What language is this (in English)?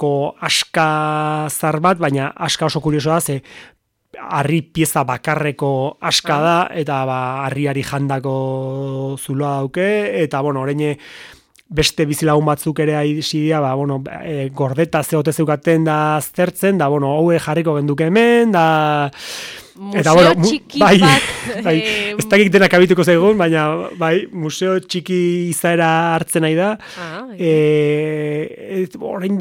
Basque